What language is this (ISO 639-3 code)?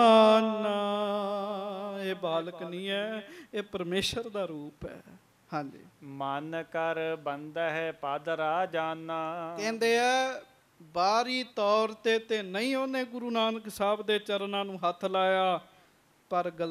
pan